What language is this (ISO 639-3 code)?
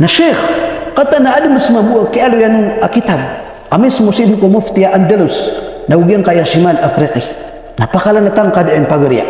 mrw